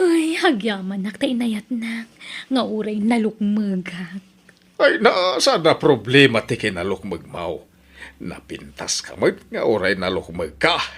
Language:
Iloko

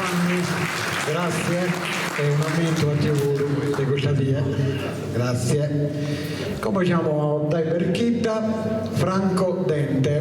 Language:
Sardinian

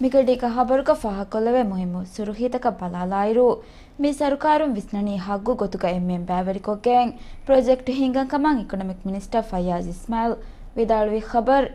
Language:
Divehi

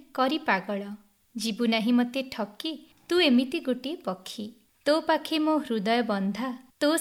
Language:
Odia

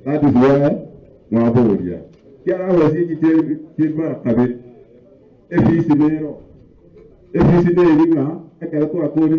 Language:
Gusii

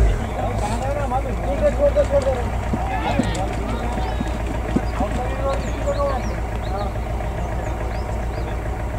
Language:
Hindi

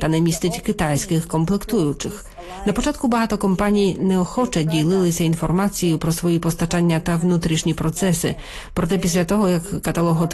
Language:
Ukrainian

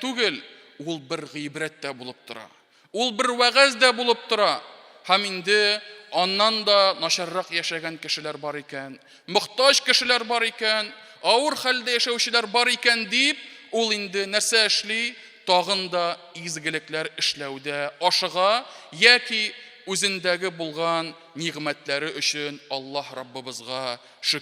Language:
Tatar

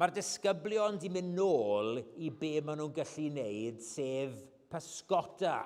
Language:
Welsh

